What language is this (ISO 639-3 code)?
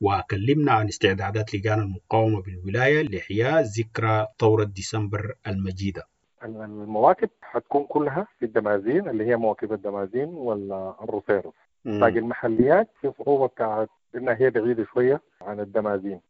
apd